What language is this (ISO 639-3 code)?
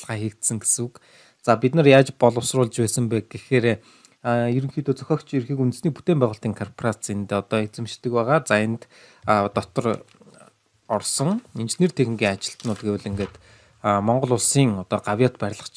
mon